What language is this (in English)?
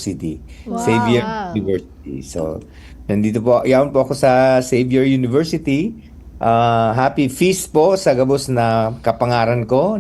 Bikol